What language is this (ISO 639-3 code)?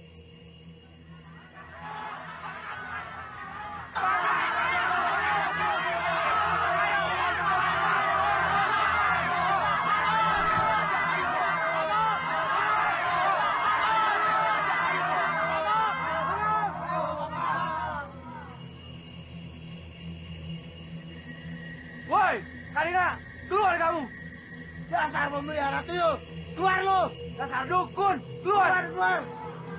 ind